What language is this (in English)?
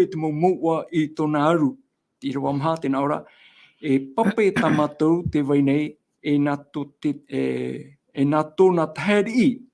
Tahitian